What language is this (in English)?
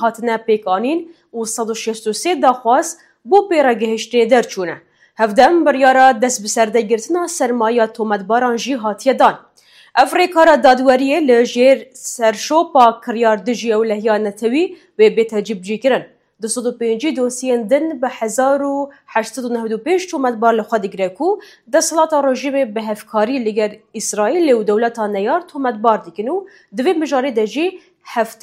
Kurdish